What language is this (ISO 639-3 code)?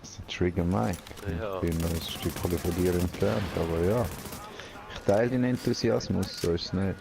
gsw